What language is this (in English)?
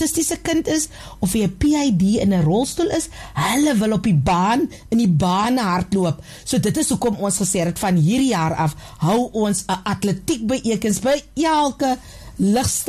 Afrikaans